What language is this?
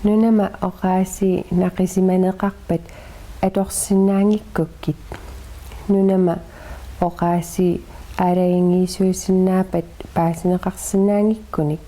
Kalaallisut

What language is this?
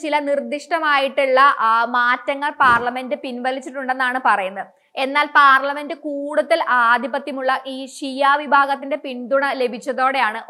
Malayalam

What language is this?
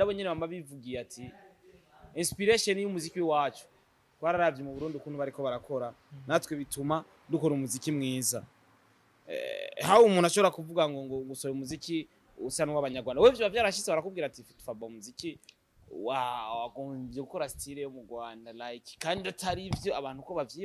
Rundi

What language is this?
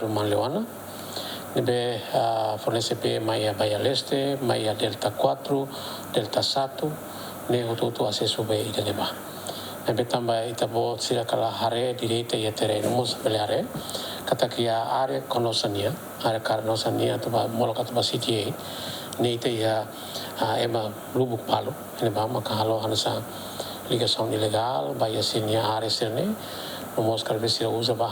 Tetum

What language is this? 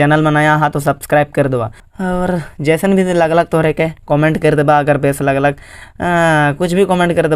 Sadri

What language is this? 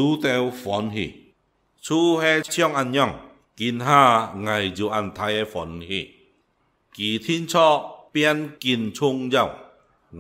Hakka Chinese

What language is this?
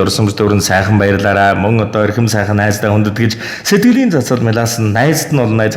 Mongolian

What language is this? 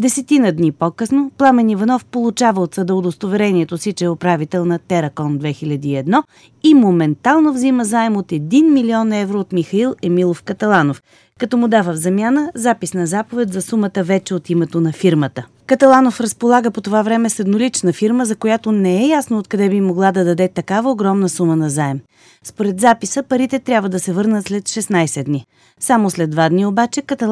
Bulgarian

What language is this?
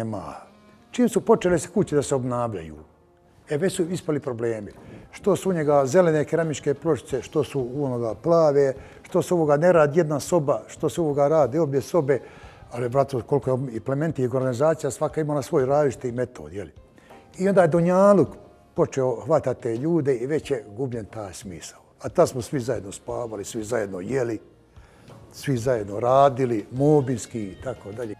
Bosnian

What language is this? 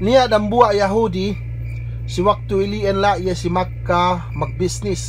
Yakan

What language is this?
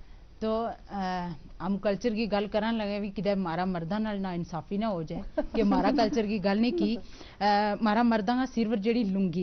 Gujari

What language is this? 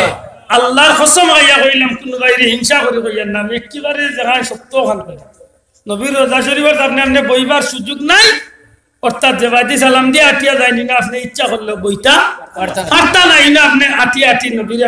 Sylheti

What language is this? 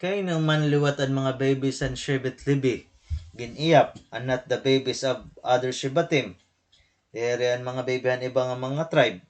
Waray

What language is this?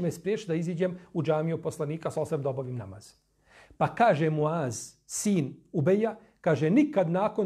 Bosnian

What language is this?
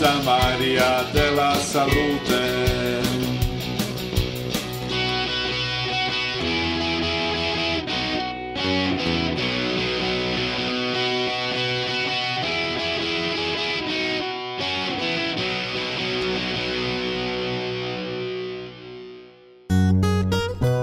Serbian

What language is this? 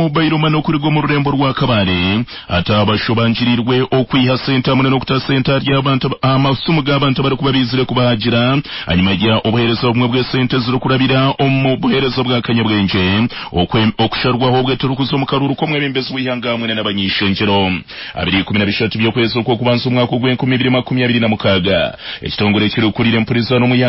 Nyankole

